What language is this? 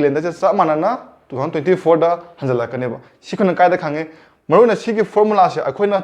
Manipuri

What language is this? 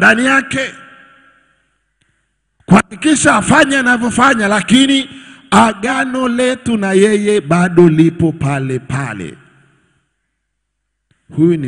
Swahili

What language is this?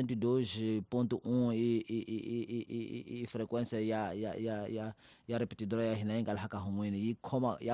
Tsonga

